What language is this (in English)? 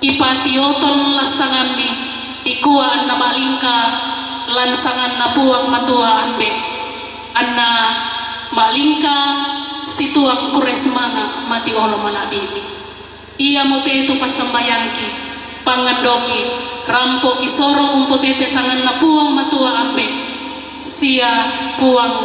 Toraja-Sa'dan